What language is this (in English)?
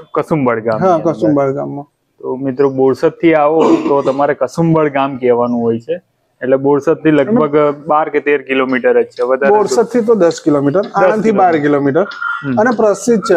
Gujarati